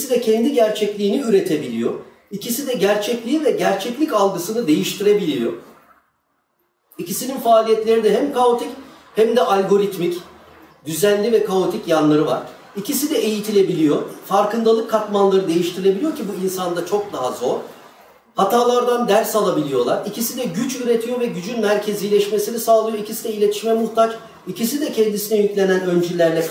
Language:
Turkish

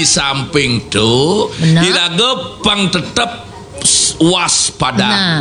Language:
Balinese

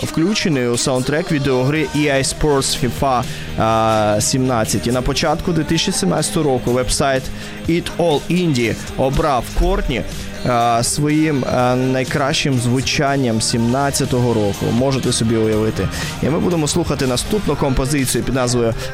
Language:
Ukrainian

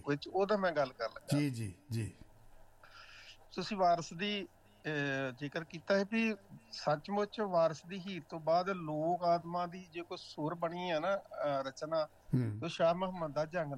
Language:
Punjabi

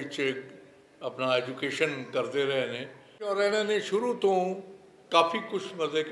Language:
Western Panjabi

